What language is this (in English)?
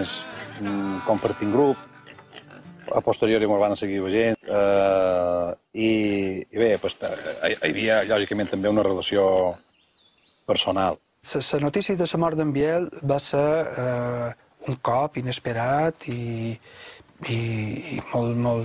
Catalan